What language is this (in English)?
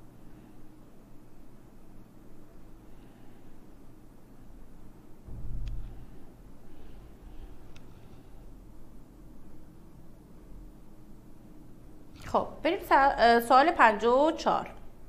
Persian